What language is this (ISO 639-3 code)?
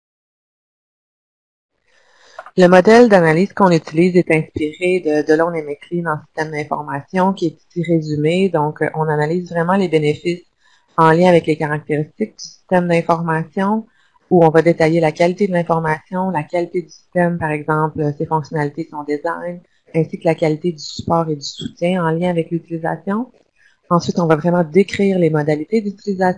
fra